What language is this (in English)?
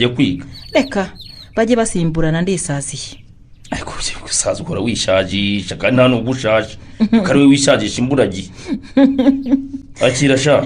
Kinyarwanda